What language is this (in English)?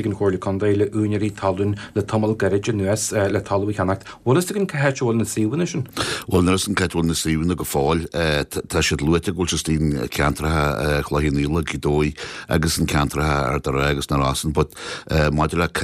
Irish